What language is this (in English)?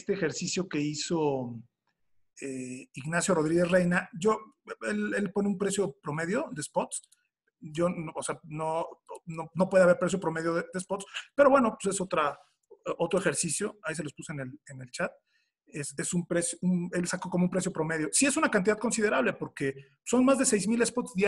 Spanish